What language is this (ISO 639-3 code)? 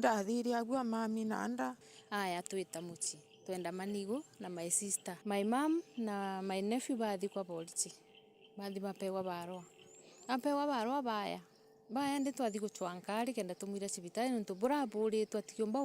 mer